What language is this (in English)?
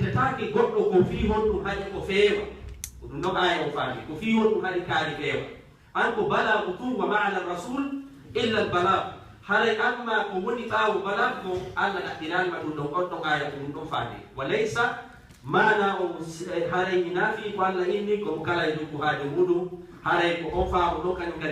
Fula